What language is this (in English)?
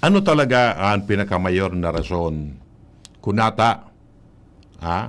Bikol